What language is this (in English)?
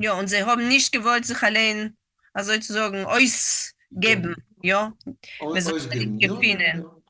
Yiddish